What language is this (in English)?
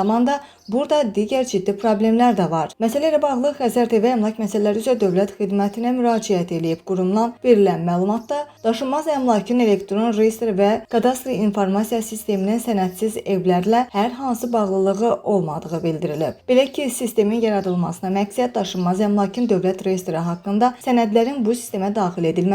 Azerbaijani